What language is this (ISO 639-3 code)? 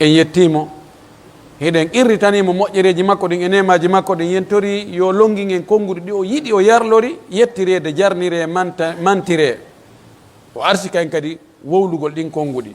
fuf